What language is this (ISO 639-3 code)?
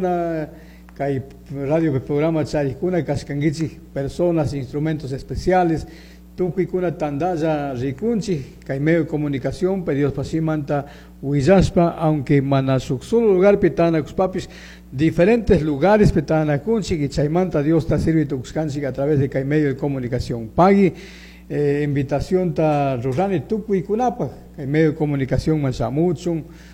qug